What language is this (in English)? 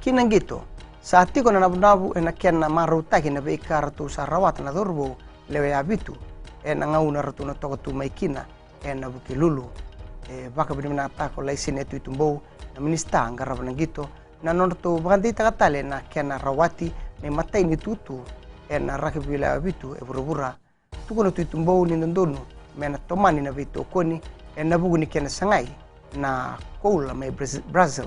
Fijian